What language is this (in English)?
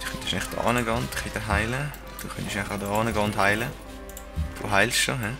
Swiss German